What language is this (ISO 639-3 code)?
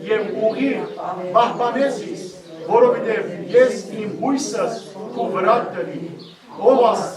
hyw